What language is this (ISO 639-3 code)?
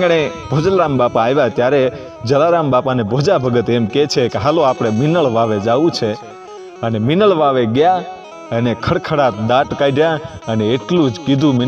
guj